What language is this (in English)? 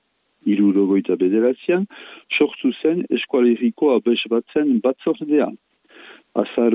Basque